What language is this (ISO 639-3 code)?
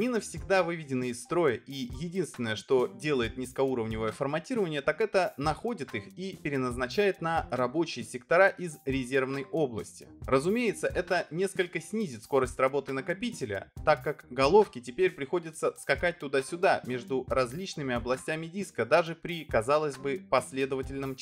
rus